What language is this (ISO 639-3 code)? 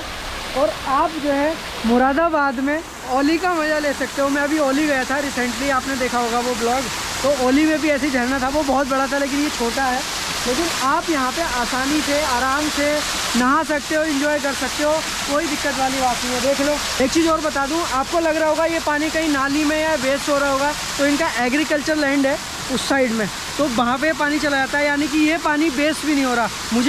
hin